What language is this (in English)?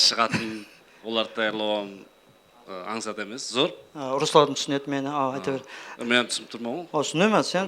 Kara-Kalpak